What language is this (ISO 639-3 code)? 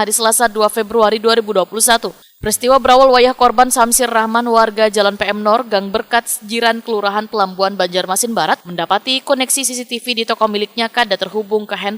bjn